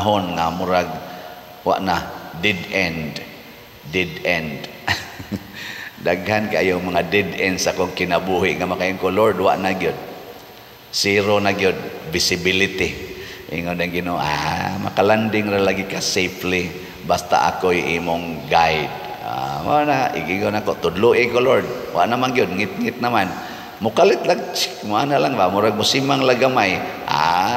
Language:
Cebuano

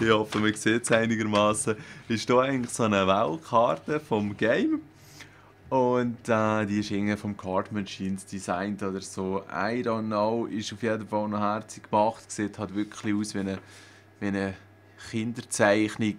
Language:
Swiss German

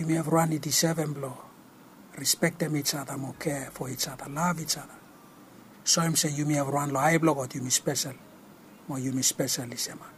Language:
Bislama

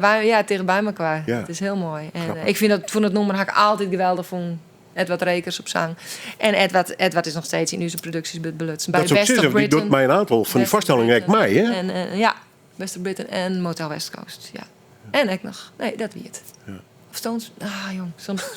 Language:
Western Frisian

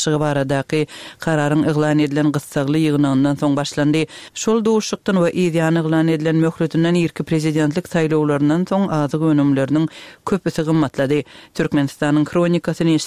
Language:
Turkmen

